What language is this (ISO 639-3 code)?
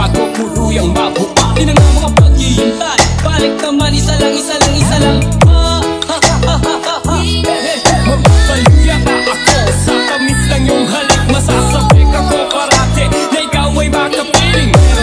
fil